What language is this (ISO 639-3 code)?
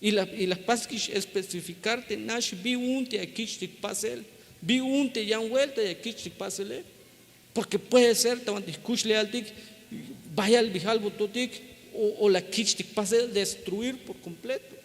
tzh